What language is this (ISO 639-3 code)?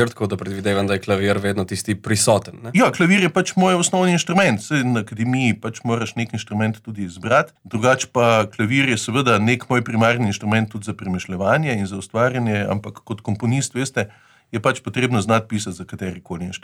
slv